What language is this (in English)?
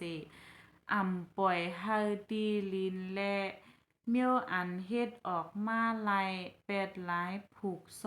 Shan